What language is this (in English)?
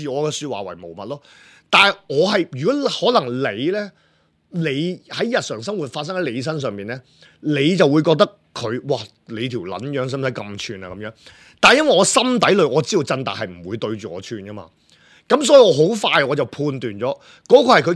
Cantonese